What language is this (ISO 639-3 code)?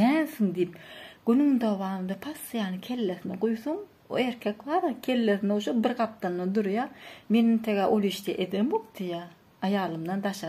tuk